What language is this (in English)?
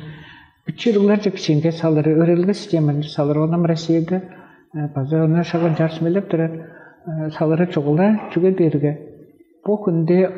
Tuvinian